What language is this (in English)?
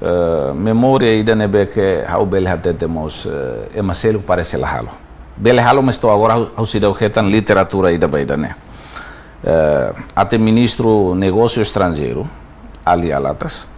Tetum